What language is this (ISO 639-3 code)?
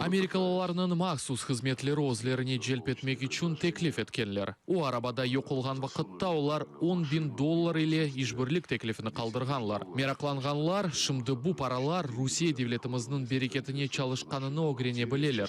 crh